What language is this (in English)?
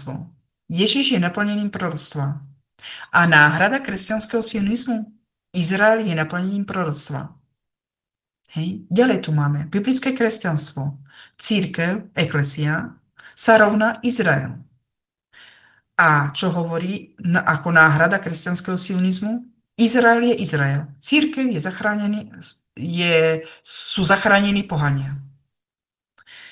Slovak